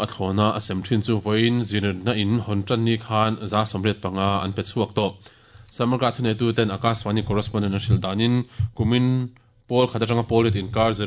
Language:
Mizo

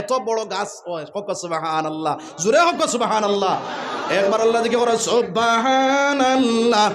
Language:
Sylheti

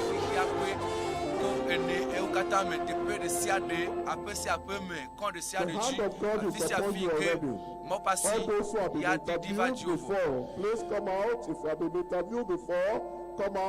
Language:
Ewe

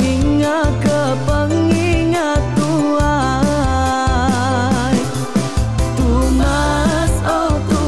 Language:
Iban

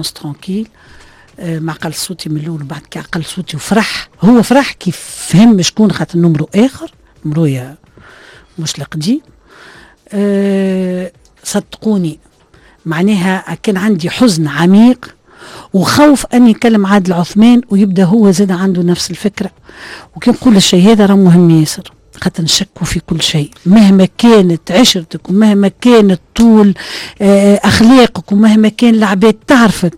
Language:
Tunisian Arabic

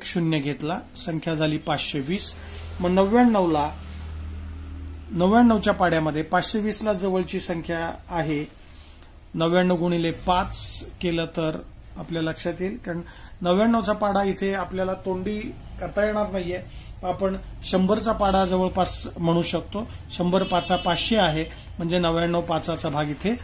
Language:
Marathi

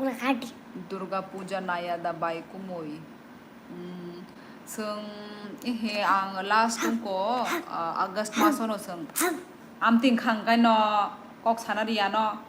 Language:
Kok Borok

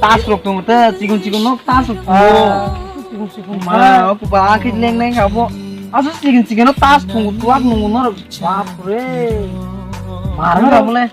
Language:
Kok Borok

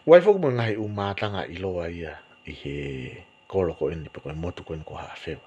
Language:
Tongan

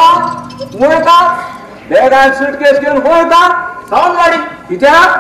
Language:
Konkani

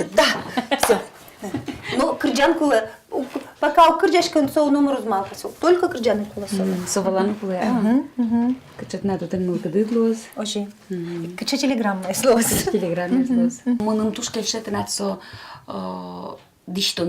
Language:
Udmurt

